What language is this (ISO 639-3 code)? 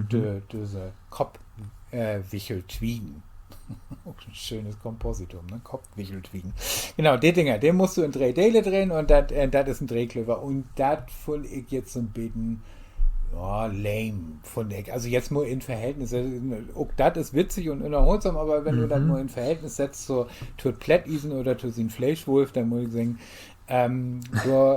nds